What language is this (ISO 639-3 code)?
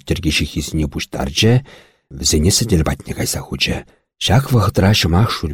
chv